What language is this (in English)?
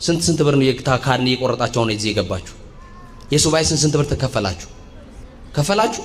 Amharic